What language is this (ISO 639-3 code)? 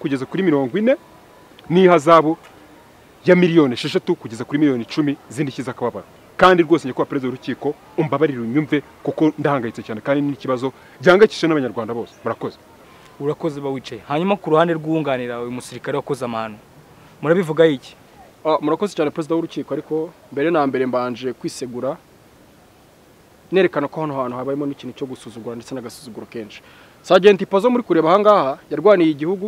kin